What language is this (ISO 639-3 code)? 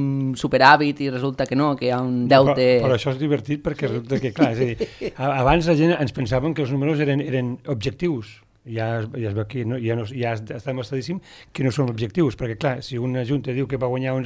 cat